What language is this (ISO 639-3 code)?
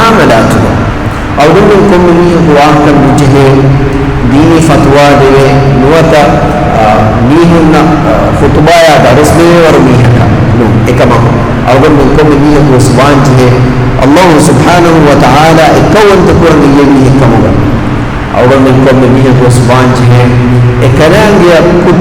div